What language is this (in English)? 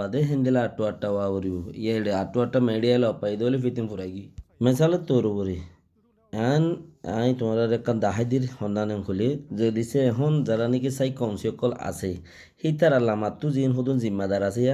Rohingya